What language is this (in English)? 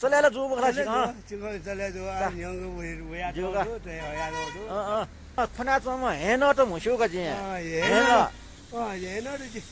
Newari